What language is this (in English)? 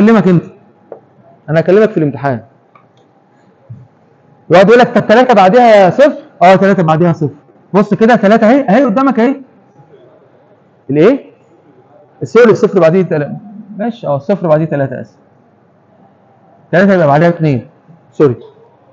Egyptian Arabic